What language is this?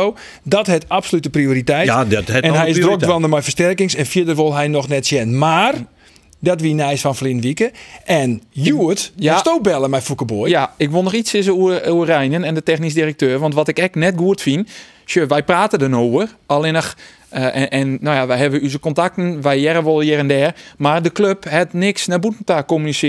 Western Frisian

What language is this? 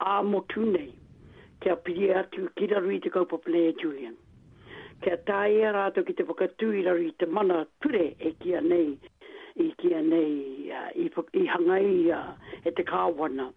Māori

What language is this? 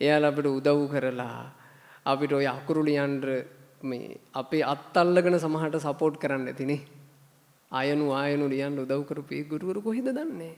Sinhala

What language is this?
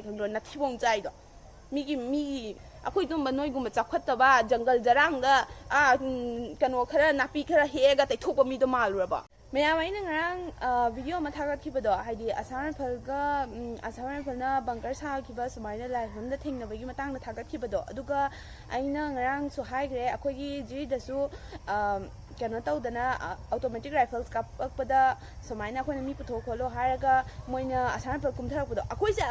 Manipuri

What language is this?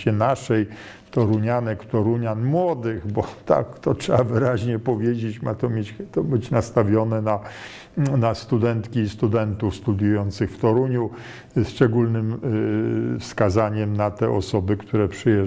Polish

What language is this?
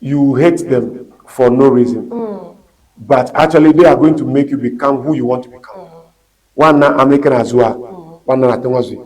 Ewe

